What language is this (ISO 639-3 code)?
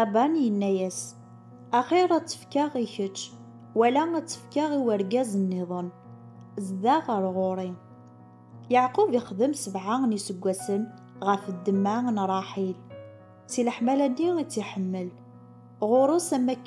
kab